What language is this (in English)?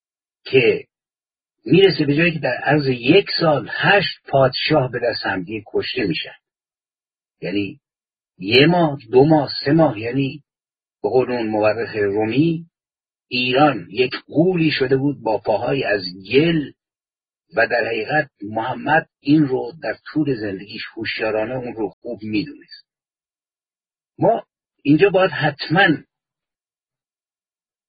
Persian